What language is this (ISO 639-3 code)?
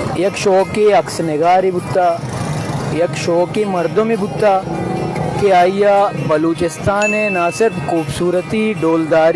bal